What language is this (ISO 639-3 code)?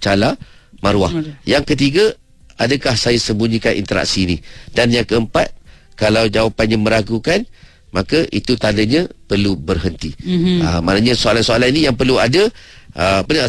msa